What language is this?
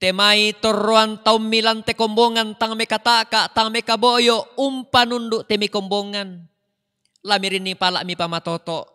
Toraja-Sa'dan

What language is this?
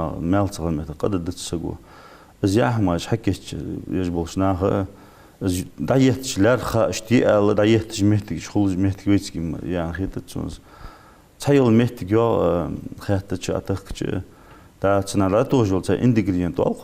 Ingush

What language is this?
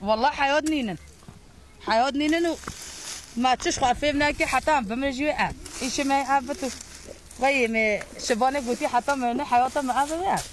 Kurdish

